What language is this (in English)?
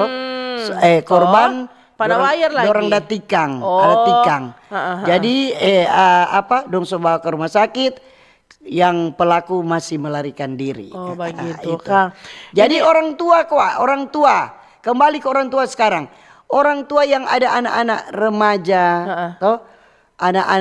Manado Malay